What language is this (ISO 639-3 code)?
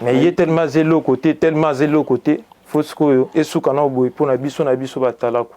lin